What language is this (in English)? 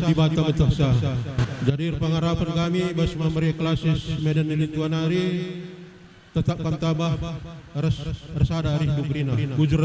Batak Karo